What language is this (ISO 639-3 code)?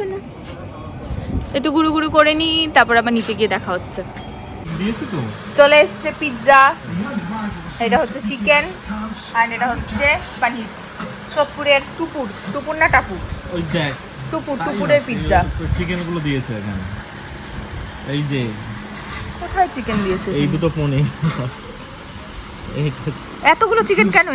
ben